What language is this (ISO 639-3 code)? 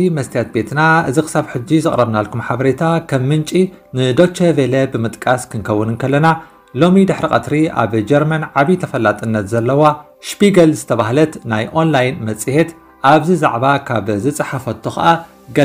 tir